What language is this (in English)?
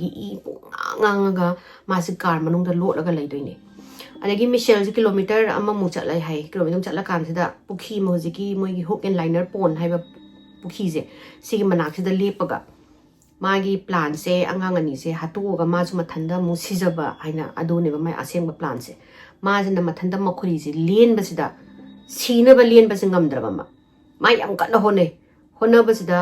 Manipuri